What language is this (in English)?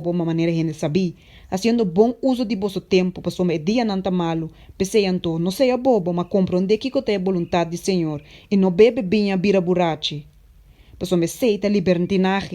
Papiamento